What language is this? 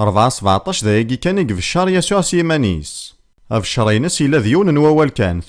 Kabyle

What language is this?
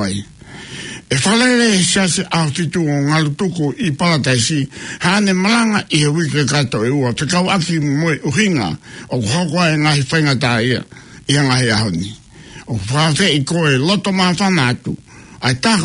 Tongan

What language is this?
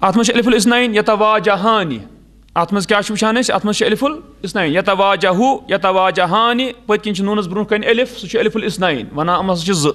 Kashmiri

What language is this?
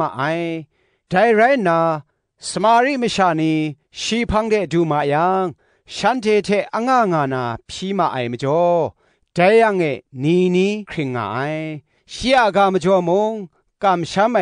Kachin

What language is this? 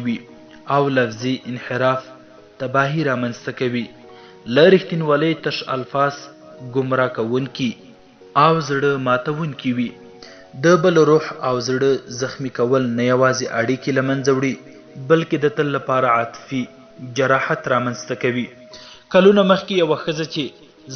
Pashto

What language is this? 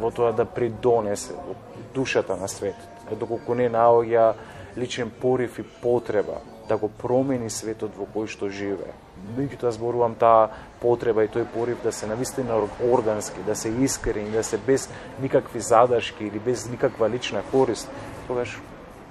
Macedonian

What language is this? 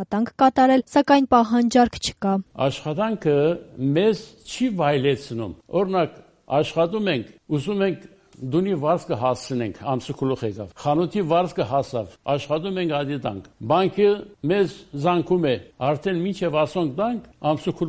Armenian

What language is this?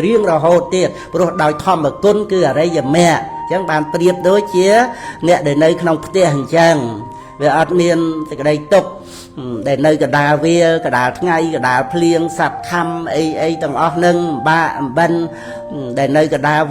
Khmer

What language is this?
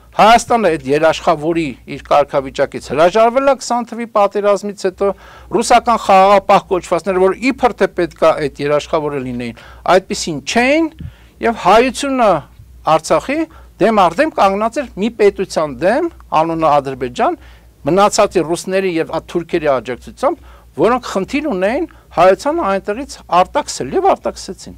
Armenian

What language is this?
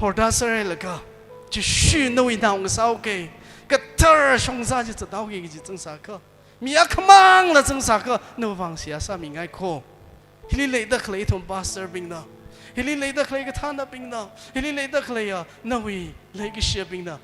Tangkhul Naga (India)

